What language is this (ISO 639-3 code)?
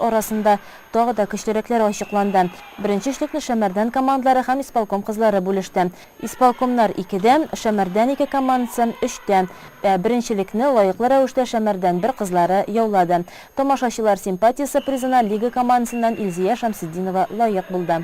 tat